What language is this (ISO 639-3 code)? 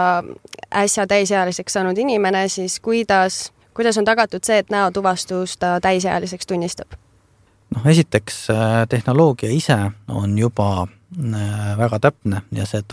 est